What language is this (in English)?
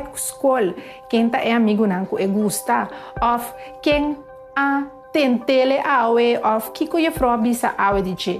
Papiamento